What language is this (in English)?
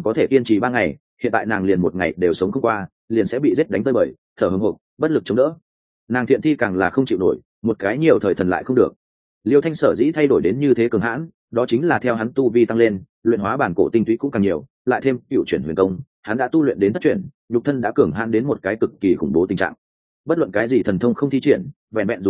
Vietnamese